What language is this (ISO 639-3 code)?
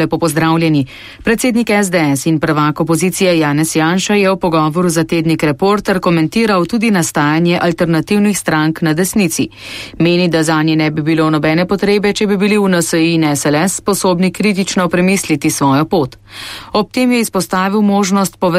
slv